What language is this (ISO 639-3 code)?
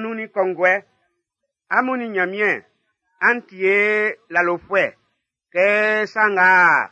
bci